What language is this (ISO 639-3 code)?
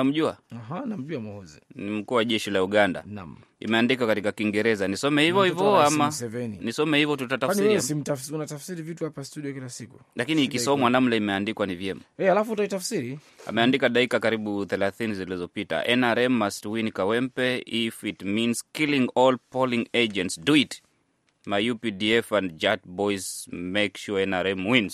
swa